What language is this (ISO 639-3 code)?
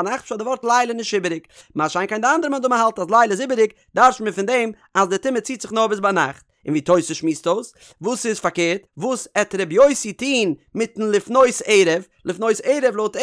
yid